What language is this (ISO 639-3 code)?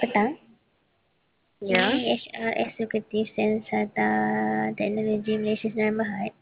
msa